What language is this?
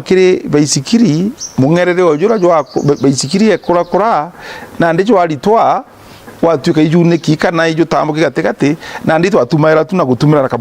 Meru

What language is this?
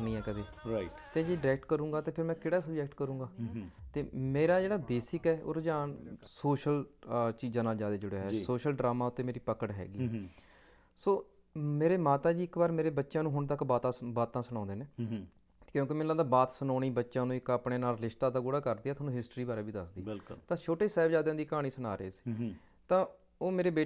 Punjabi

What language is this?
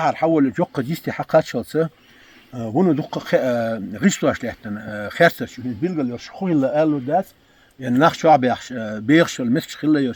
Chechen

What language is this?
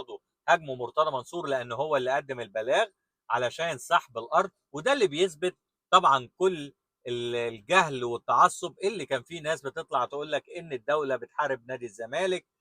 Egyptian Arabic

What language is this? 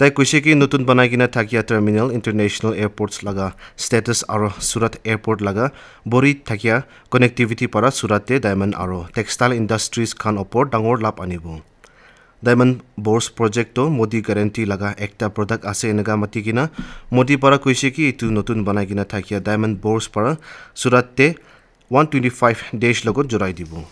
Naga Pidgin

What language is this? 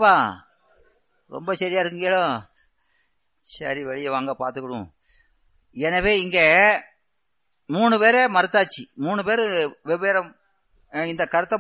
Tamil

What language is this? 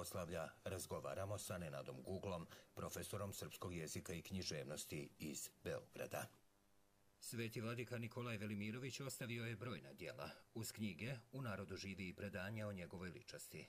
Serbian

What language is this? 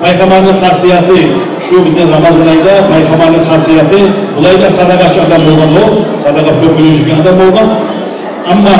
Kumyk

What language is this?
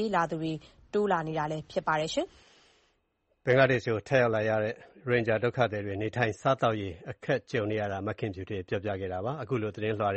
Burmese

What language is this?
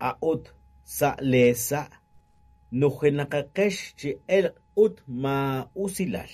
Kekchí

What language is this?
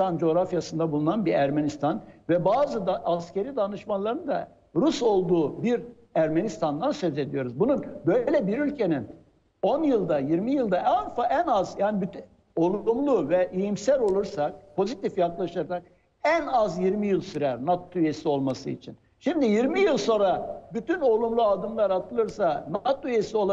Turkish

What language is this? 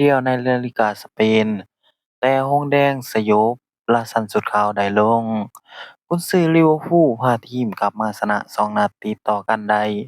Lao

